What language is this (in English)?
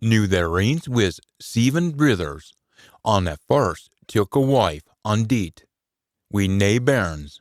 Scots